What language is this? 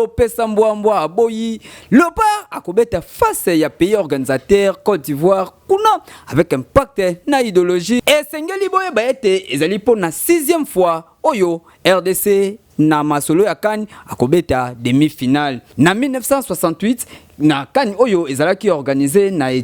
Lingala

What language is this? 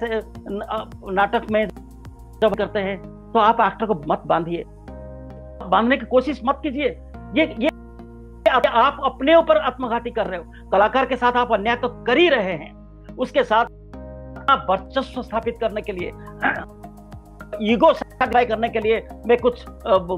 Hindi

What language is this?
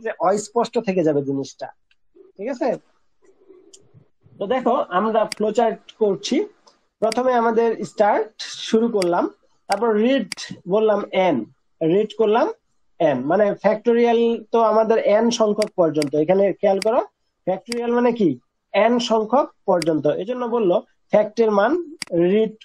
Bangla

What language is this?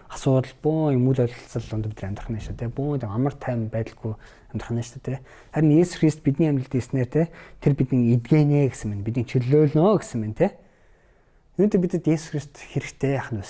Mongolian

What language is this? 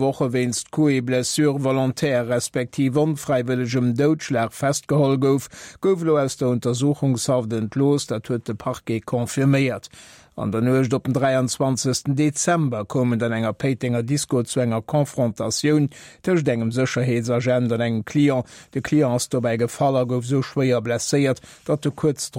Luxembourgish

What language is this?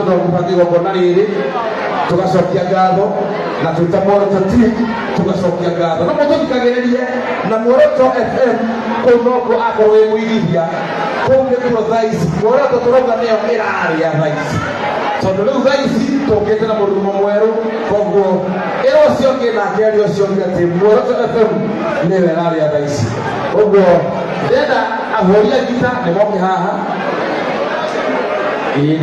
Kikuyu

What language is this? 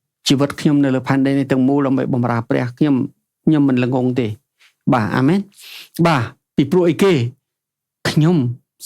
Khmer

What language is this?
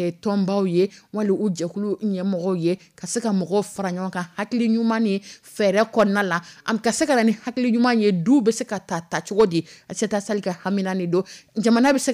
Dyula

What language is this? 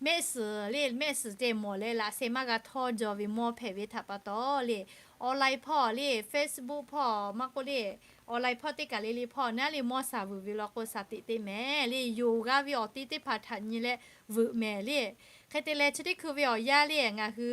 Lahu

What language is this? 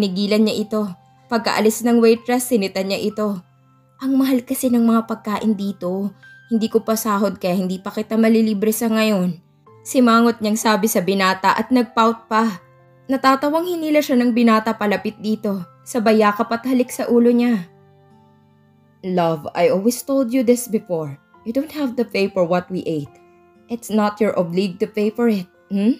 Filipino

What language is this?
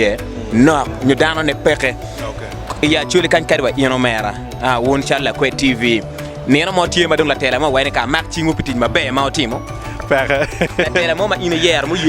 Acoli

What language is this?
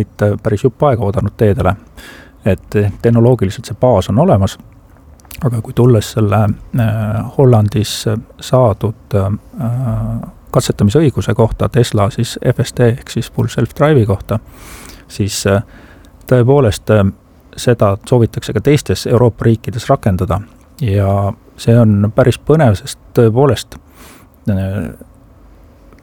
Estonian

